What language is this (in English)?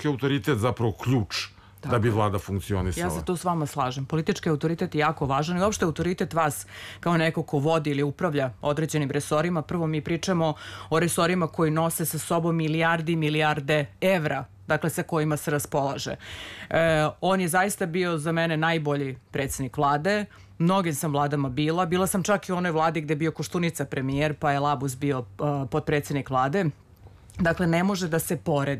Serbian